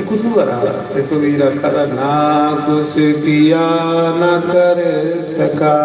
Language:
Dogri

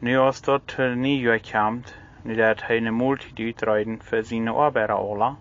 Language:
Plautdietsch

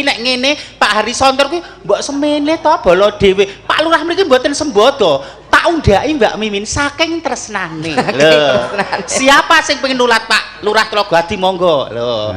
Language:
Javanese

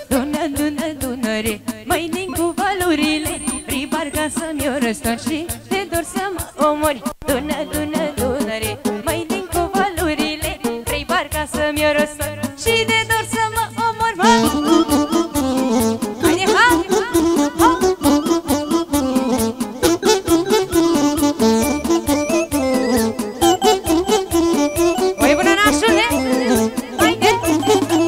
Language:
Romanian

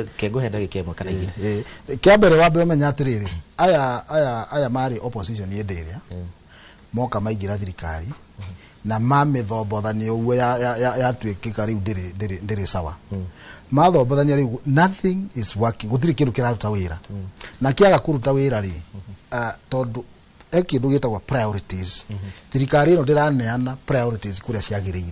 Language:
Kikuyu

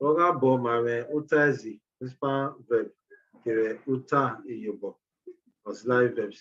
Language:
Bini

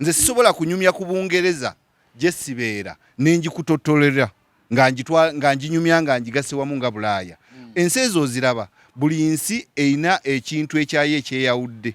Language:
Ganda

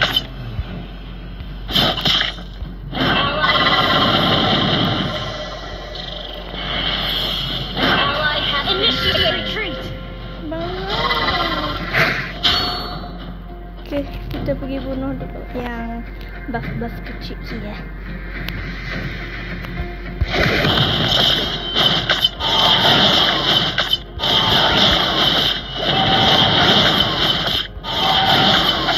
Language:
Malay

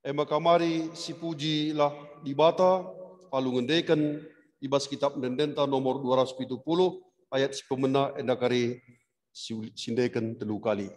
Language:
Batak Karo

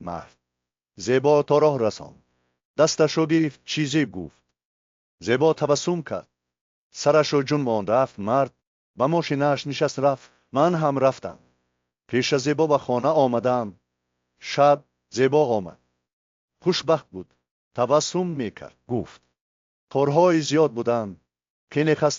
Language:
Tajik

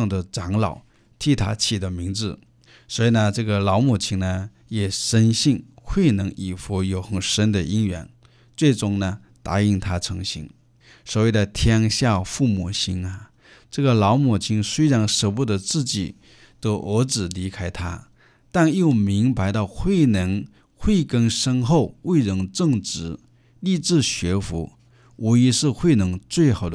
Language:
Chinese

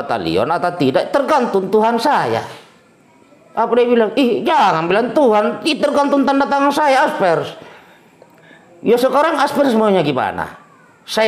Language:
Indonesian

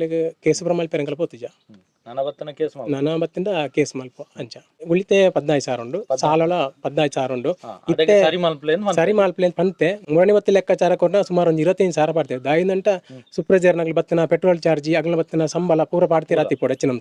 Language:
Tulu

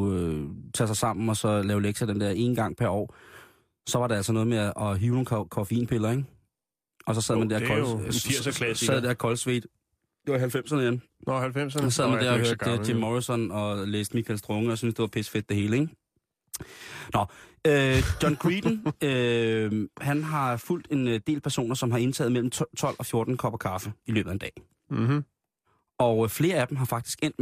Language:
Danish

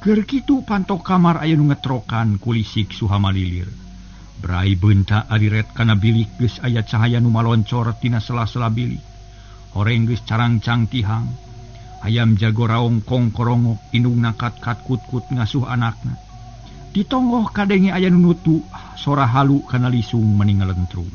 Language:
Sundanese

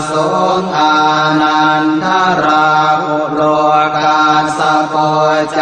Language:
Pali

